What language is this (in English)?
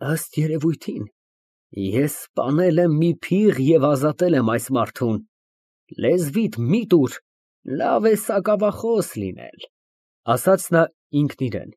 Armenian